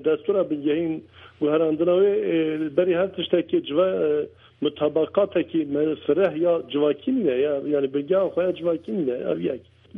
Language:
Kurdish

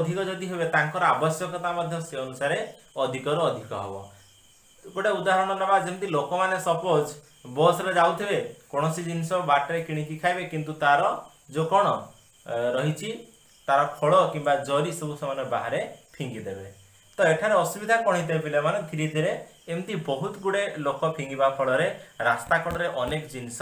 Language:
Odia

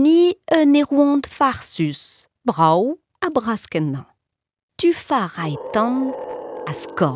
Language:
Breton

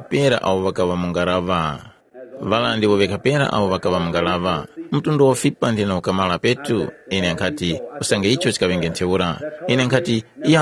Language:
Tumbuka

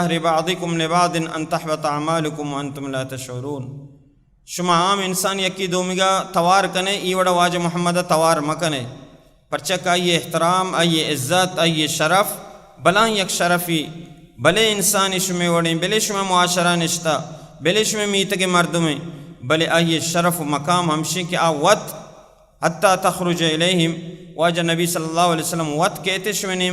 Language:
Baluchi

